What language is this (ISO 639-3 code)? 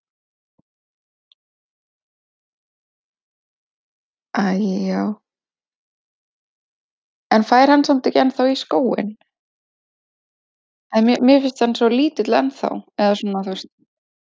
isl